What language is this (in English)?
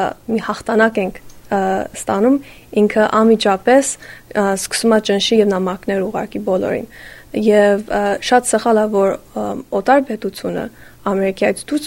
Armenian